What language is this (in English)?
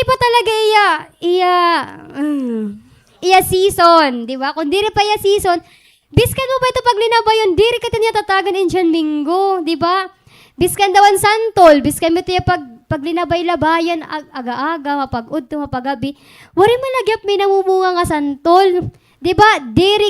Waray